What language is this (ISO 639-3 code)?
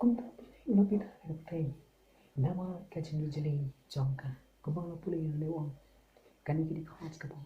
kha